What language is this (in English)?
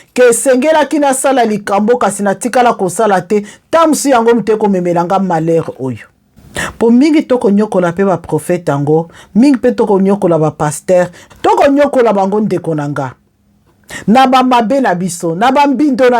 Lingala